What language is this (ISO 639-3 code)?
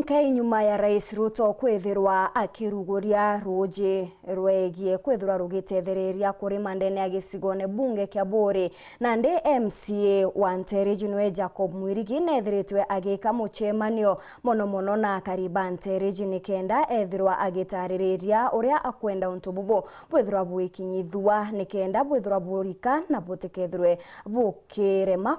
mer